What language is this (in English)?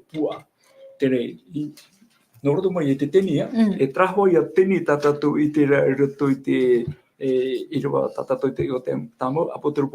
Tahitian